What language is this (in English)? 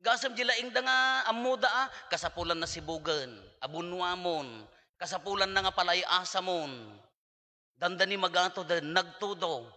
Iloko